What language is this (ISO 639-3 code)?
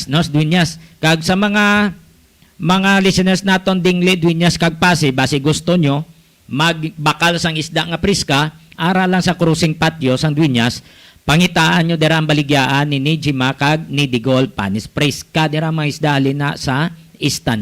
hil